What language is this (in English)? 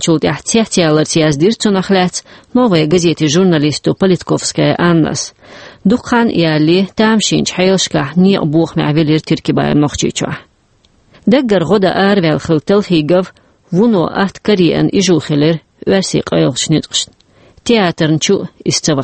Chechen